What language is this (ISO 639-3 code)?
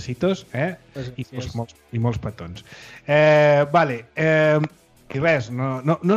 cat